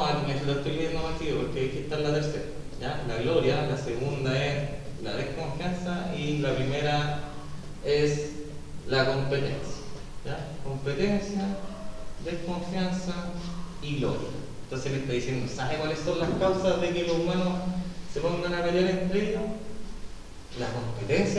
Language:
Spanish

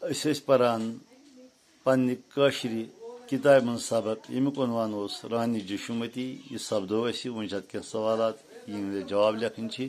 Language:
Kashmiri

